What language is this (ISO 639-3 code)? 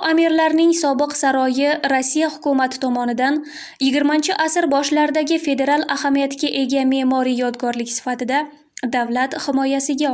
uzb